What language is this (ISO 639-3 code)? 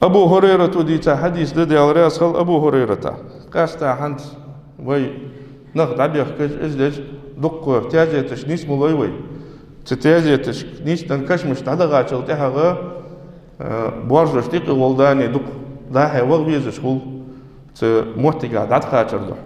inh